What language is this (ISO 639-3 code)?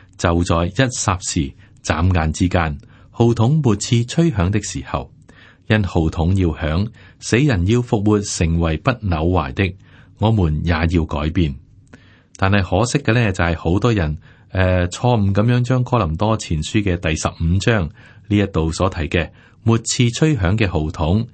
yue